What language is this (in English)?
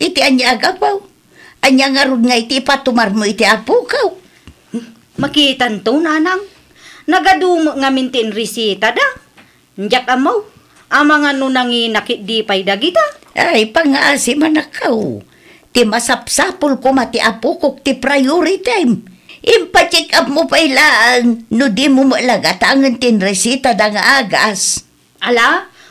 Iloko